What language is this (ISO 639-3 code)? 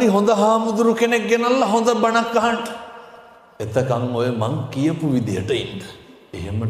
sin